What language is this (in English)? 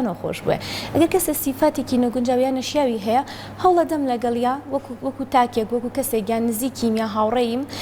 Central Kurdish